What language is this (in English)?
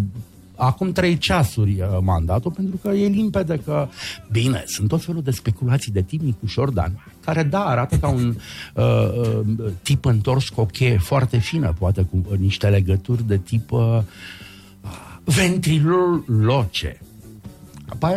Romanian